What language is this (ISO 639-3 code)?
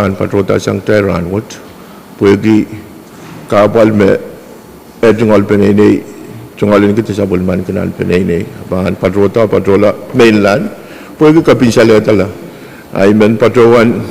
pon